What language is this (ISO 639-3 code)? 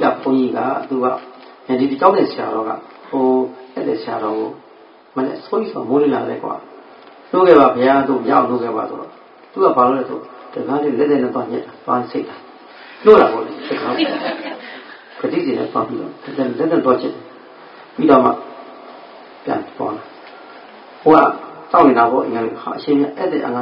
mya